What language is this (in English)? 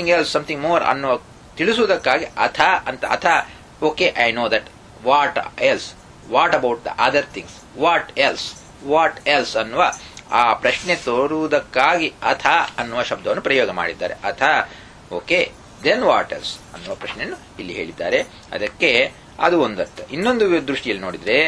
Kannada